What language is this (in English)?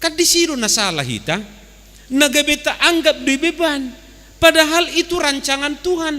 Batak Toba